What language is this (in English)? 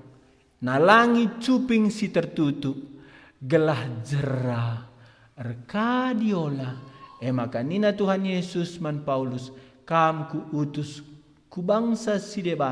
Batak Karo